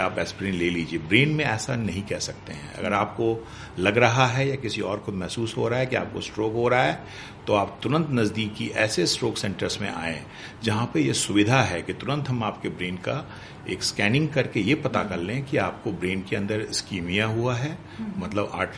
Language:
Hindi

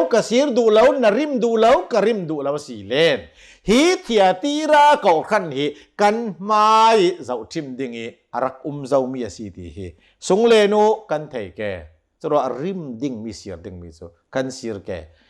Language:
Hakha Chin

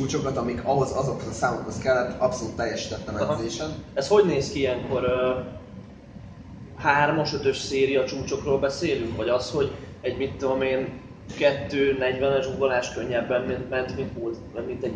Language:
Hungarian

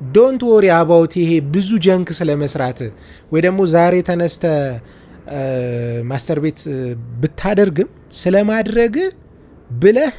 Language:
Amharic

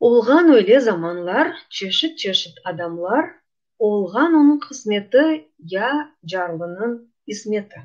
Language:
Crimean Tatar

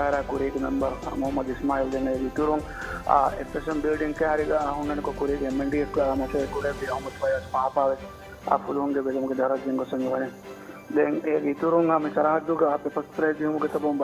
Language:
Divehi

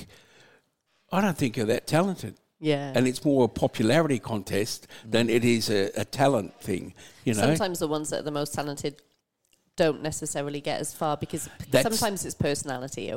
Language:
English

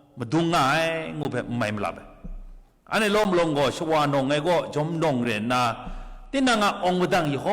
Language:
Kachin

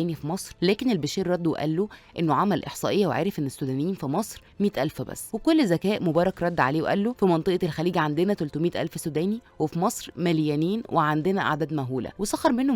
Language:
Egyptian Arabic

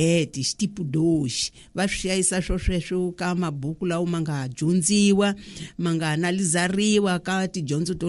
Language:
Tsonga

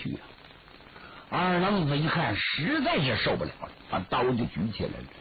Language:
Chinese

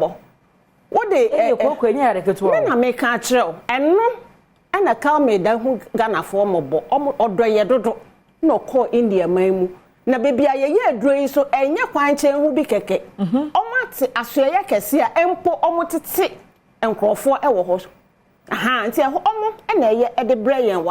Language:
Akan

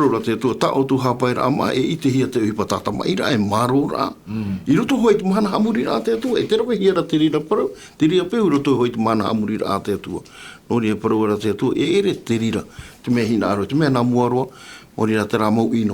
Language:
Tahitian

